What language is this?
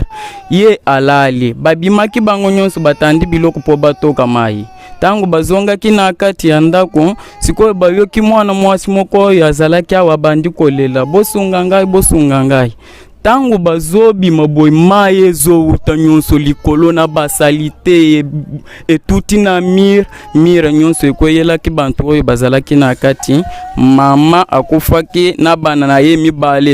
Lingala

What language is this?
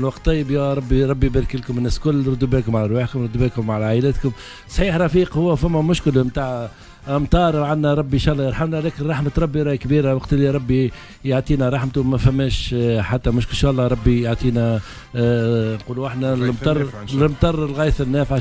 Tunisian Arabic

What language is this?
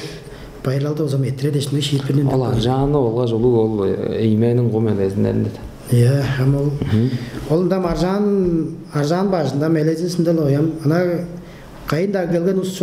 Tuvinian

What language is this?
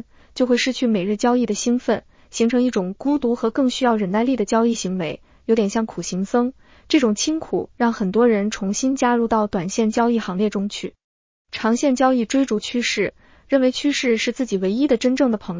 Chinese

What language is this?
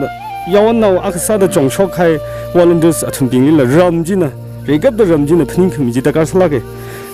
Tangkhul Naga (India)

